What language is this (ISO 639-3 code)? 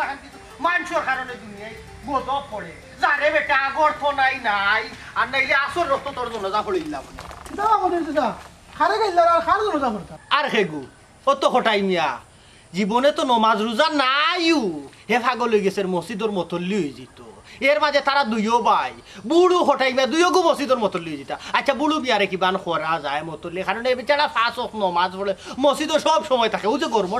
syl